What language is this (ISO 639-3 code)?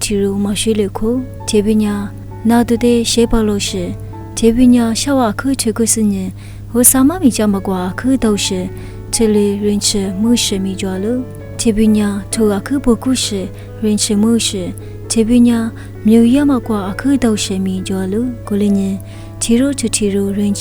lis